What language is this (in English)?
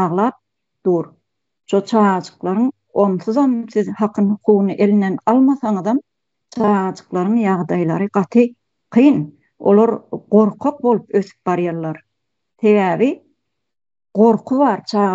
Turkmen